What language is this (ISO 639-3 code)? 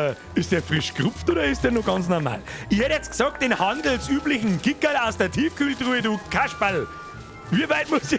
bar